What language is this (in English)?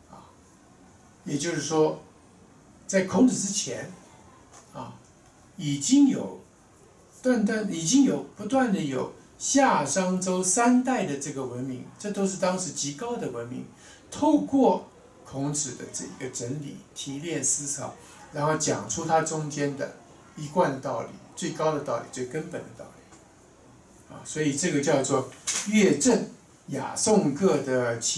Chinese